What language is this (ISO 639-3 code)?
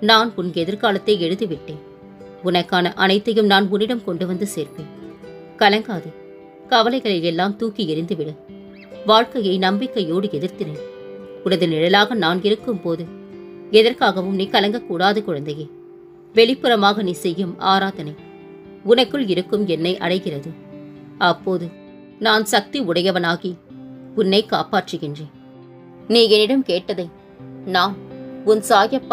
tam